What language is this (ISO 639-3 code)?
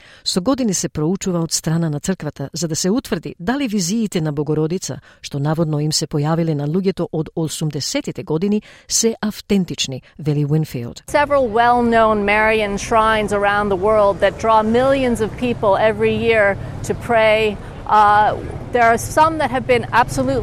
mkd